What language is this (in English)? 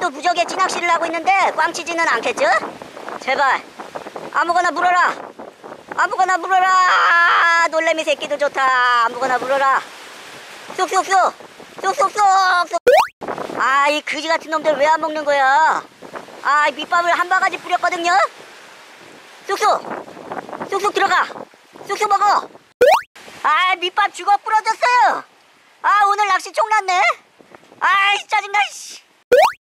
Korean